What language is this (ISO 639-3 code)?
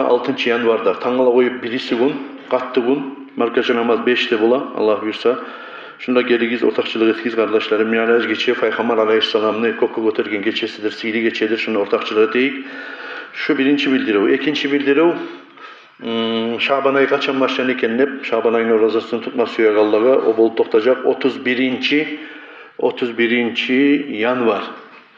kum